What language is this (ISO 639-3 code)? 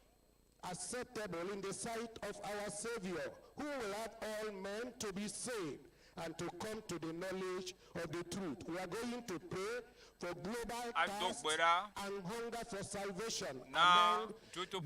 ewe